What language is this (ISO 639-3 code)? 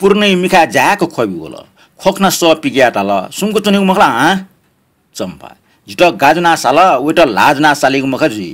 new